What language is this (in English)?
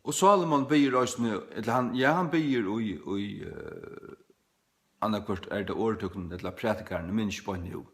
Faroese